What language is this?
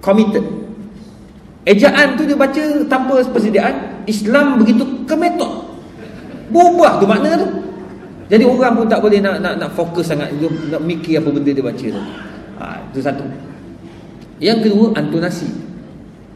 Malay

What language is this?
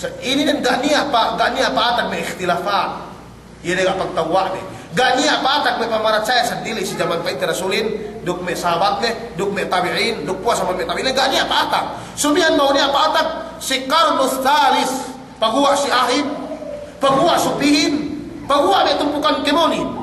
Yakan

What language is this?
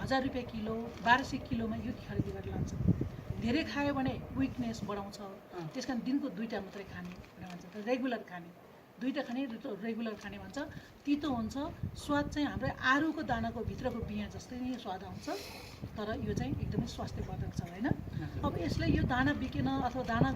Nepali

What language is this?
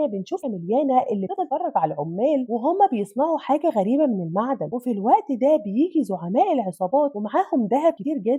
Egyptian Arabic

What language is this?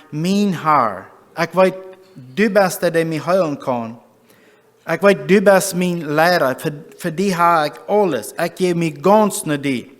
Plautdietsch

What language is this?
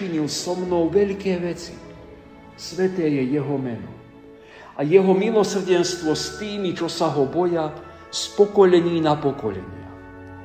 Slovak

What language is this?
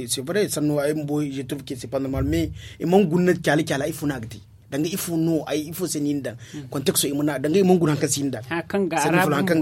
Zarma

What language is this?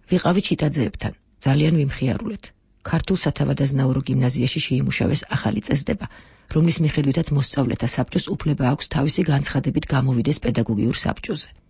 Georgian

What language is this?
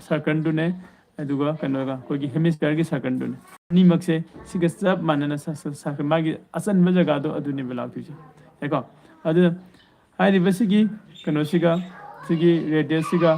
Manipuri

